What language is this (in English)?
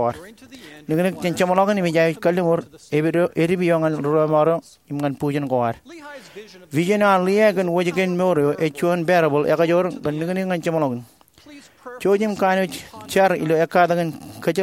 Marshallese